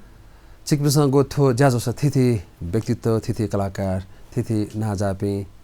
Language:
Newari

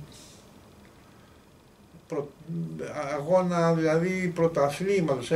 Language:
Greek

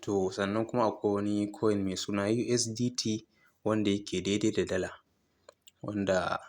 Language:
Hausa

